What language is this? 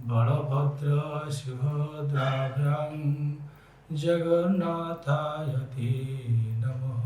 Odia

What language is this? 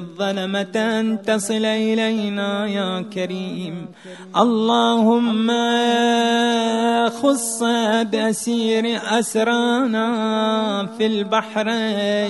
Arabic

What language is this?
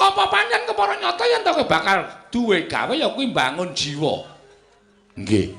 Javanese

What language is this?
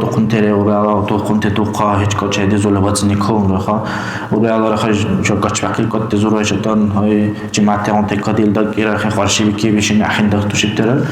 Dargwa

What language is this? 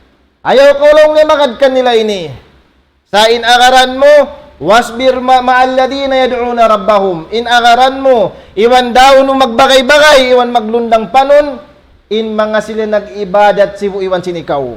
Tausug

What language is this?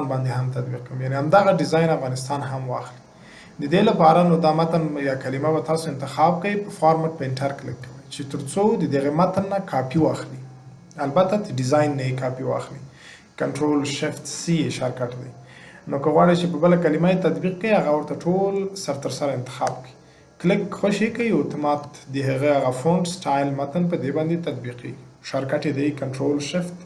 Pashto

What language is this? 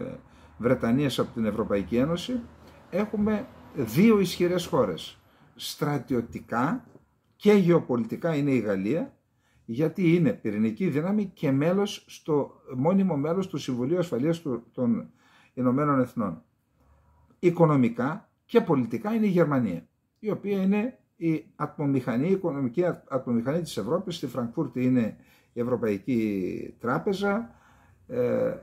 Greek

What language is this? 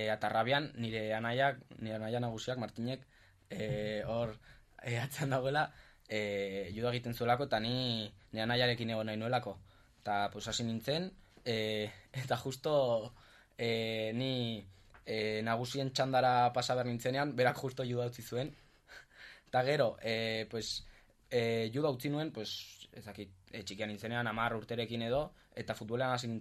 Basque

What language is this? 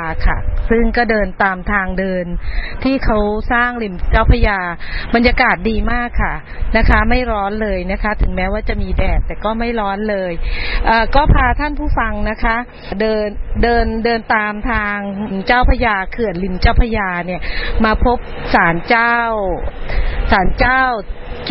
Thai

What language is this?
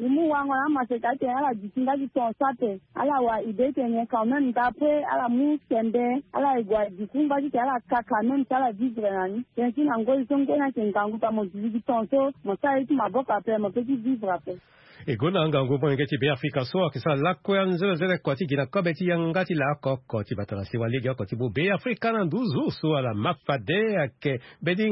Sango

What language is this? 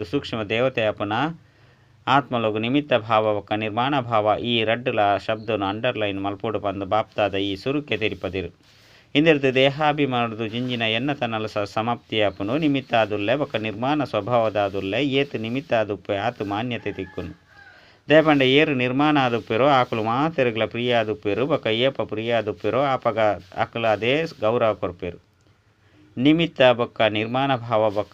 Tulu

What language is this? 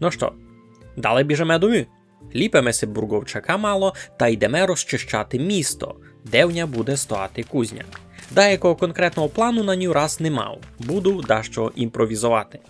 Rusyn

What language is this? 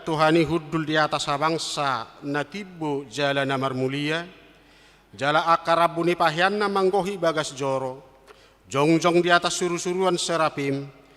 Batak Toba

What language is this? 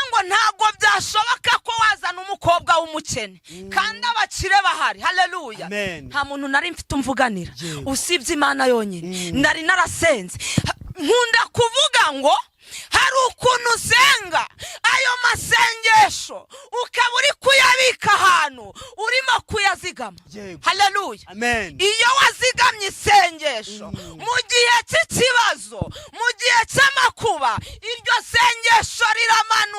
Kinyarwanda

